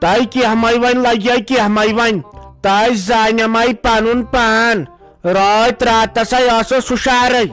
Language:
Kashmiri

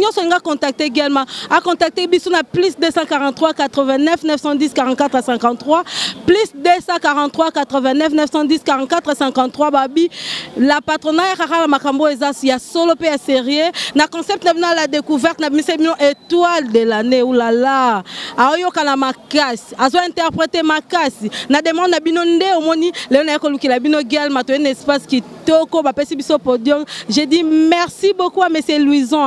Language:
Lingala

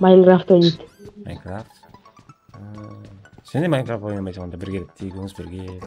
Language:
Kara-Kalpak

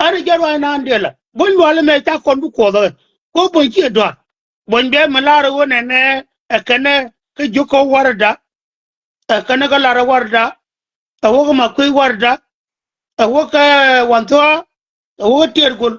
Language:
Nuer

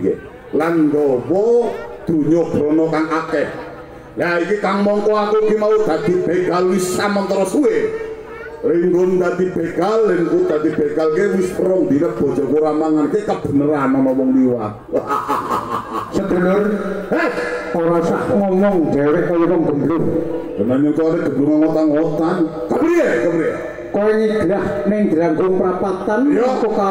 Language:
Javanese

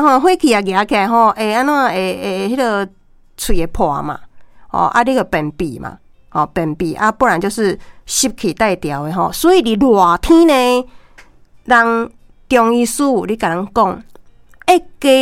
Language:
Min Nan Chinese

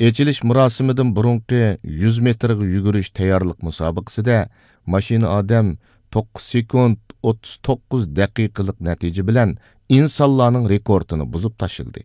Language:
Uyghur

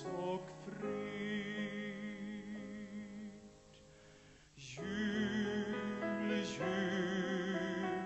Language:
Swedish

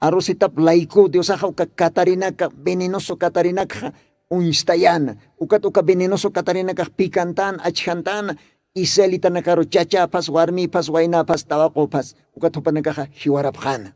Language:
Aymara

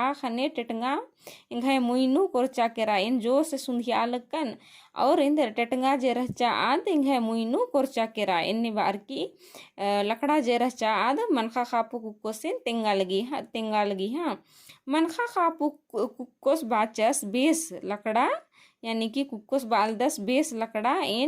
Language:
Kurukh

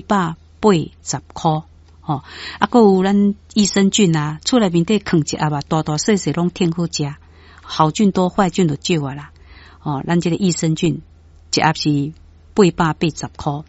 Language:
Min Nan Chinese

